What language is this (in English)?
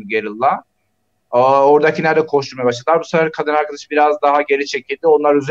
Turkish